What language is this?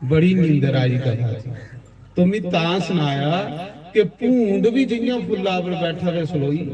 Dogri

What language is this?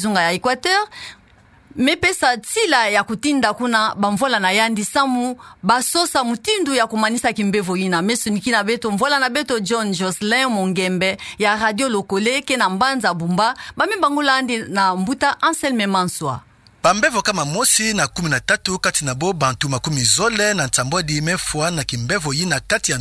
Kituba (Democratic Republic of Congo)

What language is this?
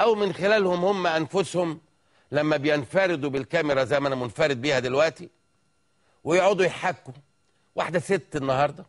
Egyptian Arabic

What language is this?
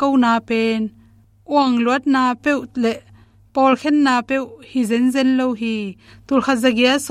Tedim Chin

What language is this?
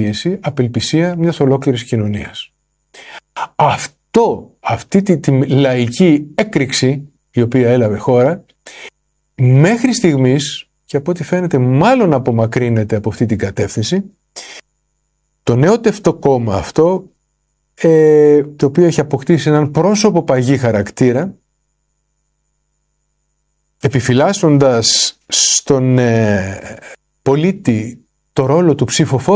Greek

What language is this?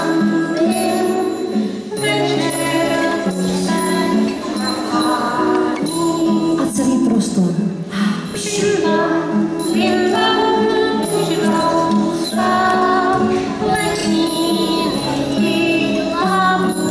Czech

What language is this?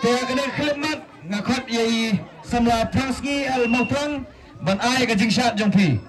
Khasi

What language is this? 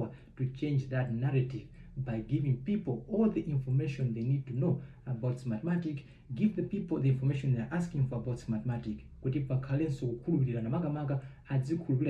Nyanja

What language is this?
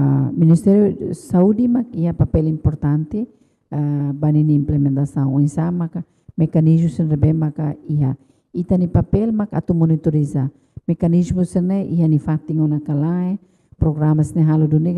Tetum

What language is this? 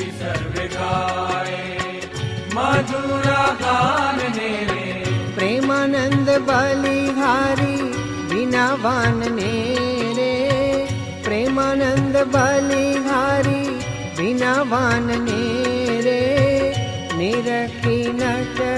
Hindi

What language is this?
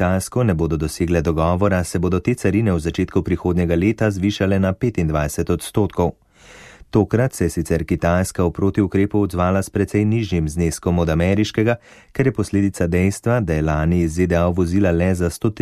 Slovenian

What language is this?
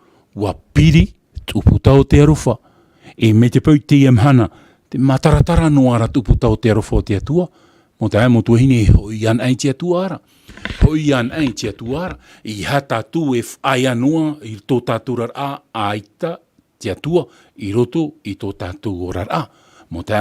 Tahitian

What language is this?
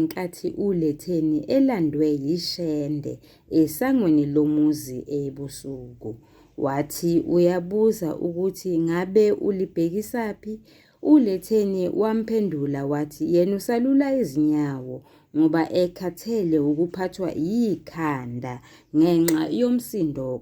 Zulu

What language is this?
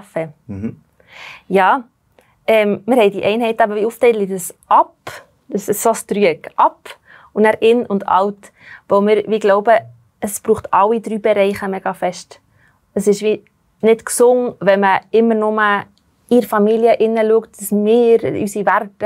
Swiss German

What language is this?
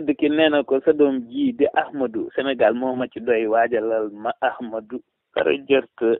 Wolof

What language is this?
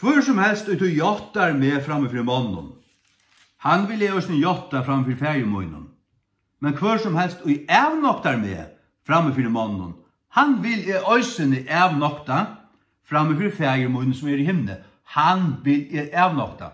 Faroese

